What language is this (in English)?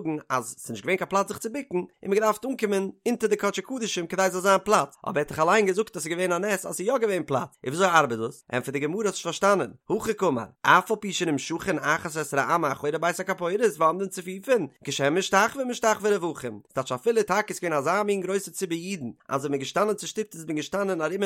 Yiddish